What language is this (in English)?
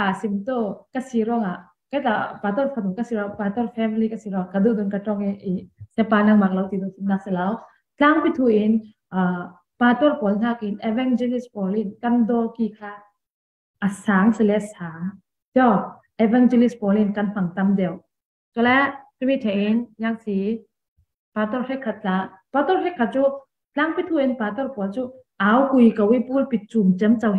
Falam Chin